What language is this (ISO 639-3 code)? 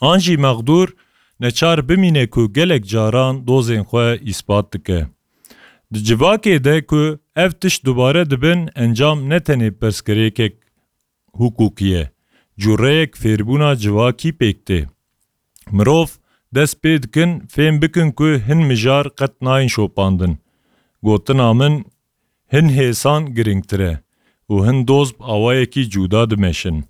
kur